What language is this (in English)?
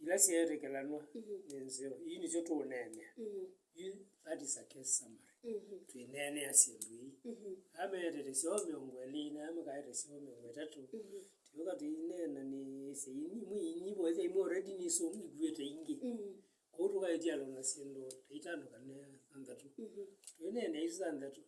Kamba